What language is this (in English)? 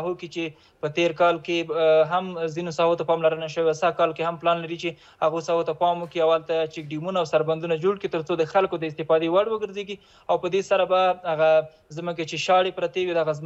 Pashto